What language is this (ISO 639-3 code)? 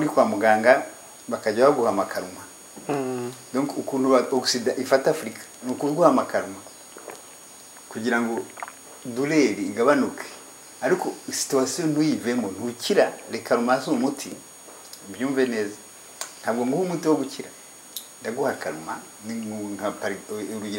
kin